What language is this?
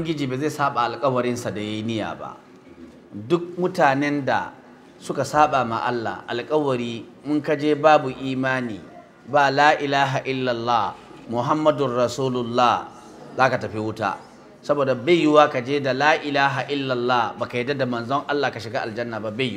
Hausa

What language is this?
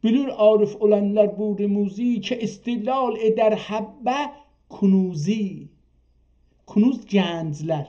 South Azerbaijani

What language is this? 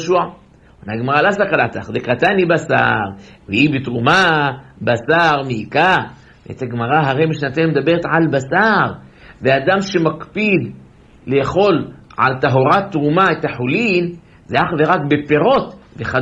Hebrew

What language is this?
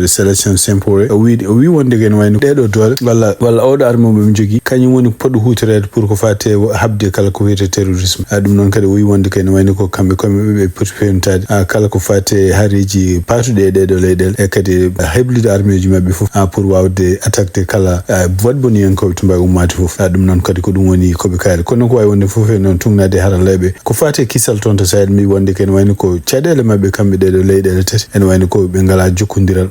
Fula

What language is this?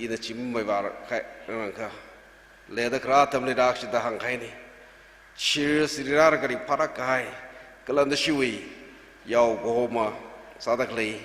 Tangkhul Naga (India)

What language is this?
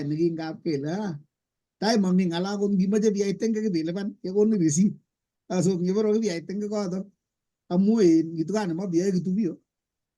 Kalenjin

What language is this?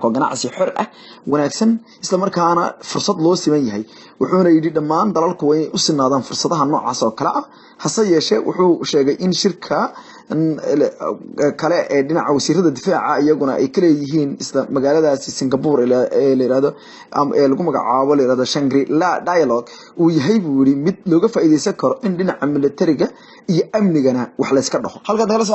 Somali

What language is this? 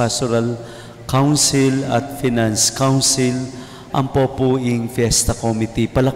Pampanga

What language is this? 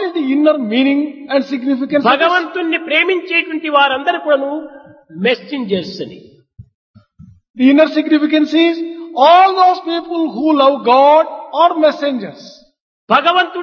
Telugu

